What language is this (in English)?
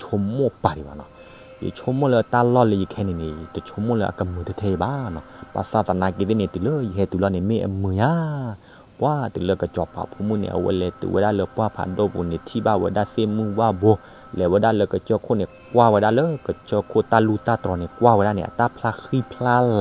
S'gaw Karen